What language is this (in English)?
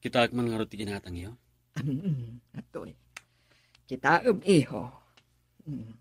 Iloko